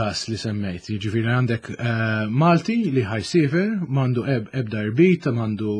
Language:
Maltese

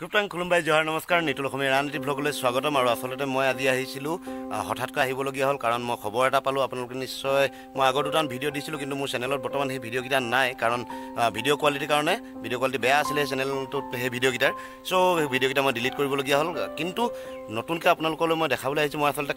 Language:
Assamese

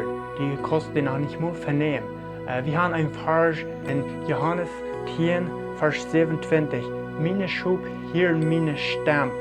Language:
Plautdietsch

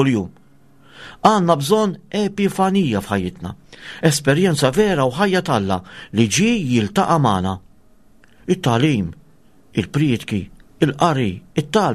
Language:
Maltese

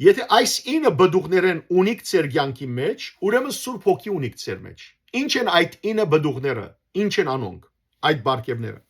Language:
Western Armenian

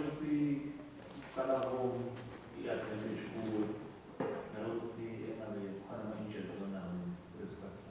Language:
Zulu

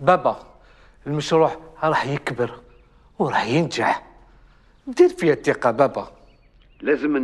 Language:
Algerian Arabic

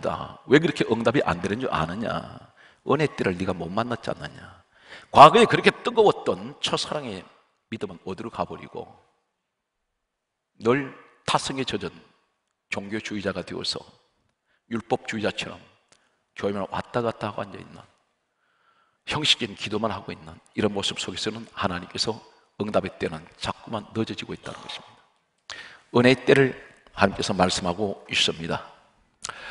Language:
Korean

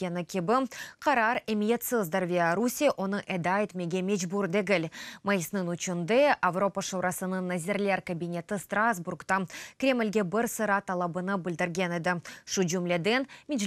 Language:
Crimean Tatar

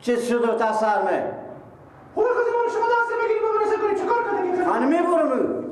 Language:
Persian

